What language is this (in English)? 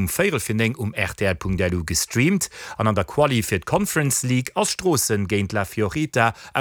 Luxembourgish